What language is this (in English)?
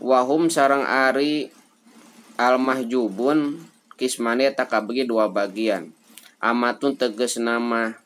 Sundanese